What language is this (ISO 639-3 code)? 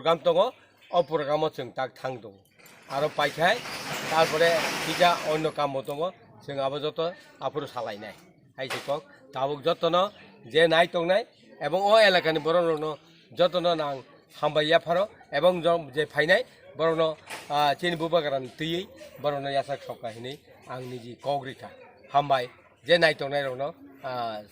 trp